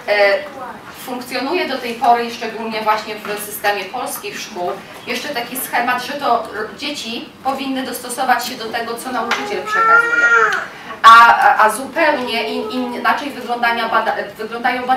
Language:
Polish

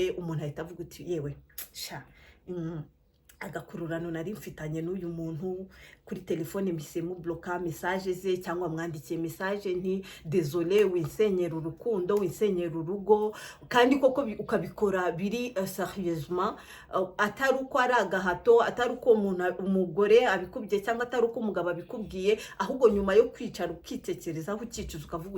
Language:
Kinyarwanda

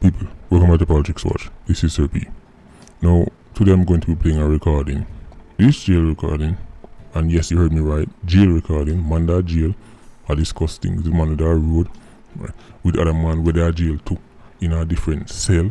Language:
Jamaican Creole English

